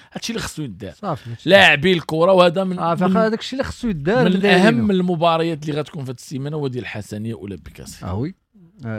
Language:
Moroccan Arabic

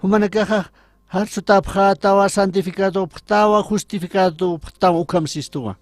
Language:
Aymara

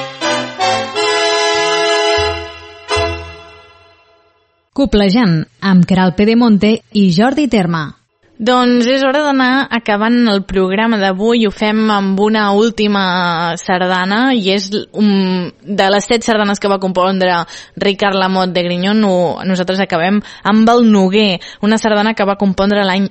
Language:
Catalan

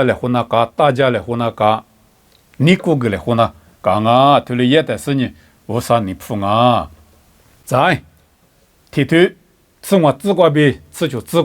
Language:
Lisu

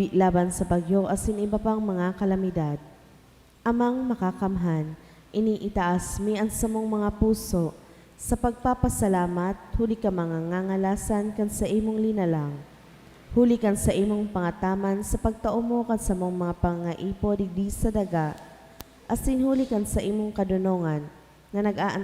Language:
Bikol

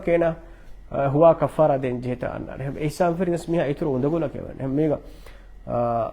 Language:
Divehi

